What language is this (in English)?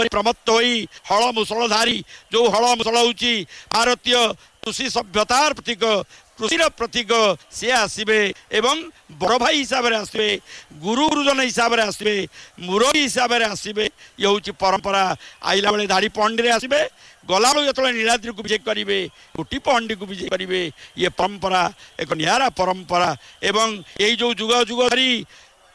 Odia